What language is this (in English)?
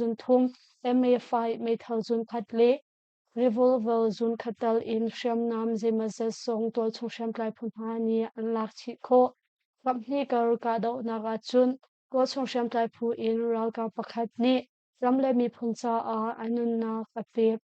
Hakha Chin